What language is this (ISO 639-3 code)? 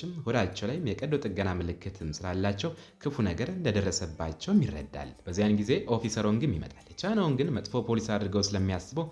amh